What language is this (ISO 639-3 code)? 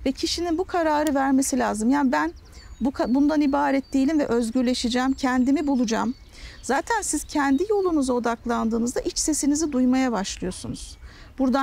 tur